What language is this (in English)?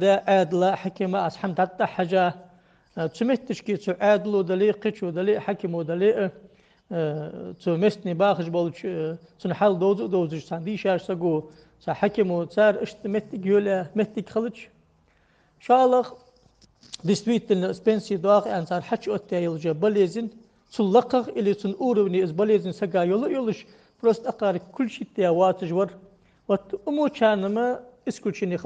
Ingush